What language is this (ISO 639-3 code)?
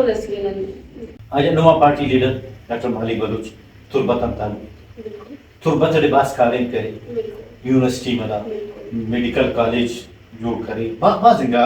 brh